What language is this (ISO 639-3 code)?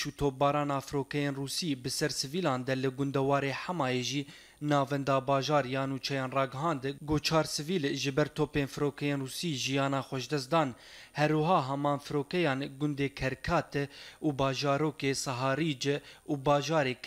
kur